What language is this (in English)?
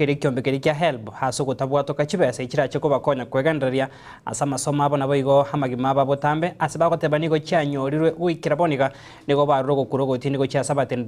Gusii